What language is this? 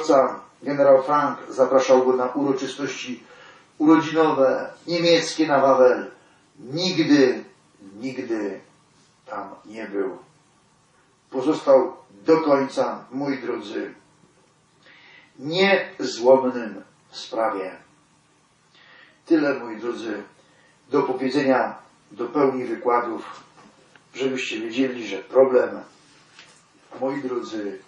Polish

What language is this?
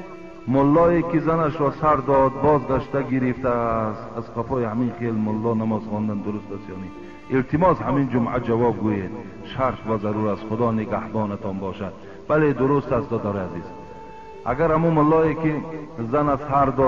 Tajik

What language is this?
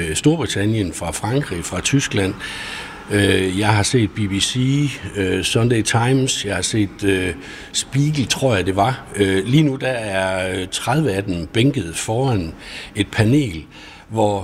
Danish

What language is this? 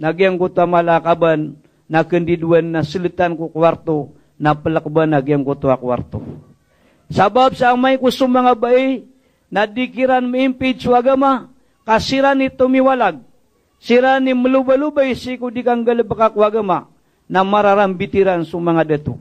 Maranao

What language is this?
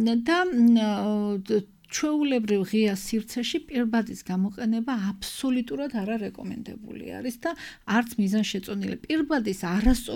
Georgian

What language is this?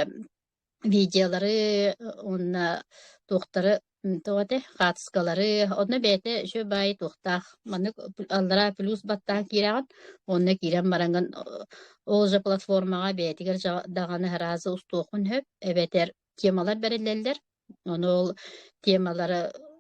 Yakut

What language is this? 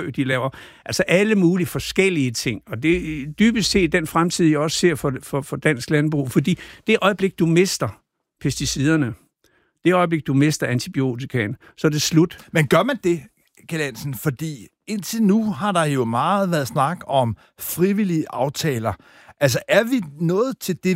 Danish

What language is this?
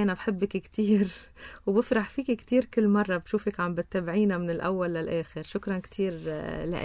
North Levantine Arabic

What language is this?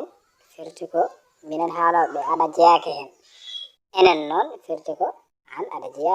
Fula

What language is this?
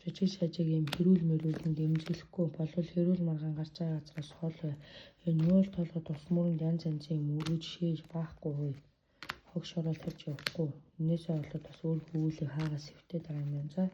Mongolian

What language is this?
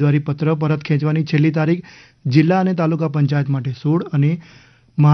Gujarati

